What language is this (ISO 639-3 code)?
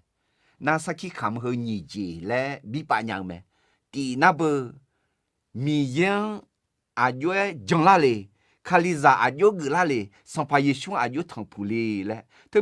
ahk